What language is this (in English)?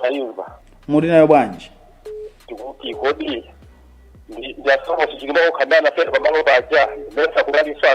Nyanja